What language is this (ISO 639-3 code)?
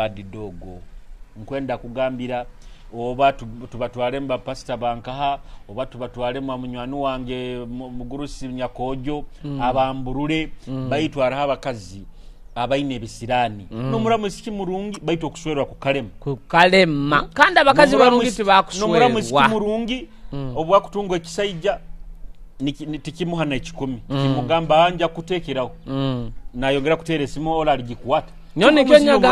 nyo